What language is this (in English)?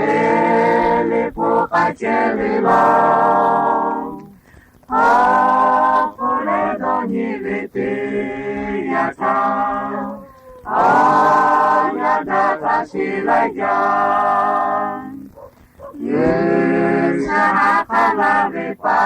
Lahu